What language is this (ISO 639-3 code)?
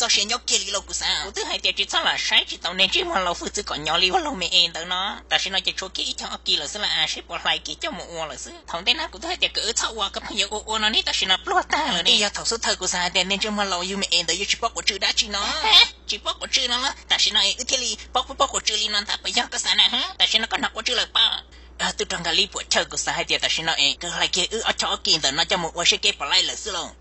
hmn